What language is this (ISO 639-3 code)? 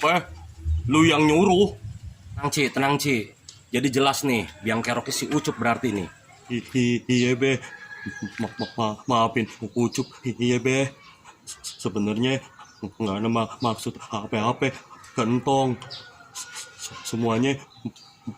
bew